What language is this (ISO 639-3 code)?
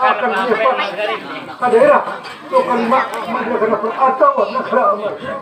bjn